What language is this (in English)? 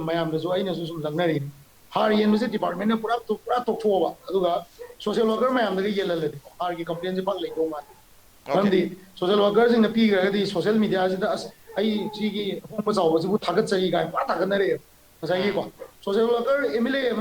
Manipuri